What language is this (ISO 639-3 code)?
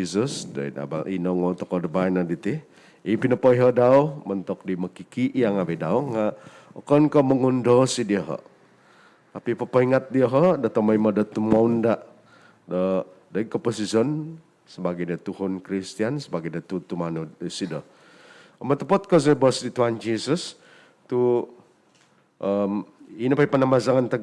dtp